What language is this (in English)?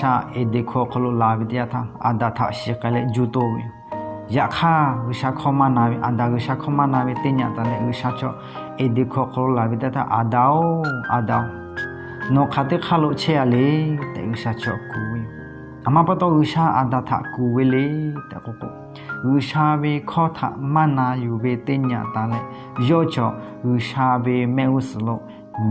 Lahu